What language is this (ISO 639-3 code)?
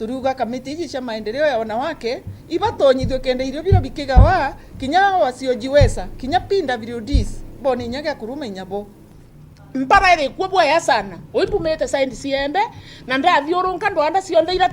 mer